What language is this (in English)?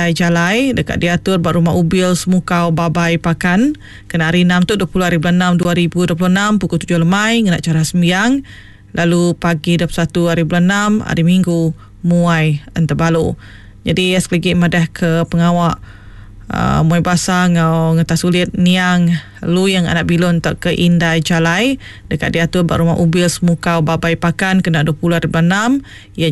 Iban